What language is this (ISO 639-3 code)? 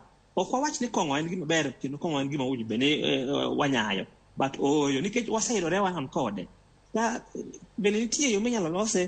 luo